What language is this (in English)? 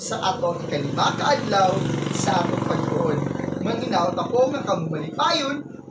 Cebuano